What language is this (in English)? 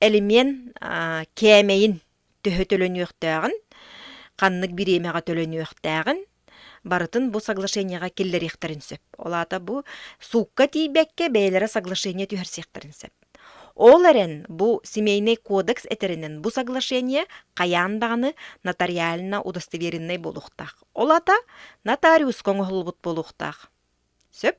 Yakut